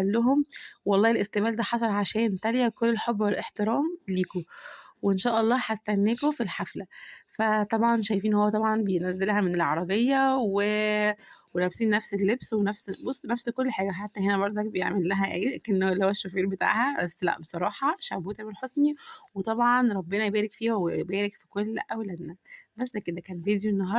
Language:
Egyptian Arabic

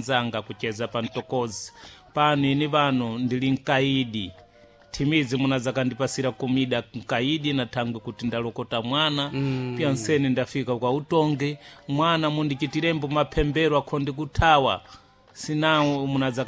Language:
Sena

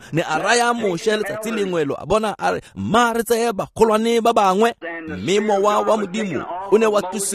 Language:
Tswana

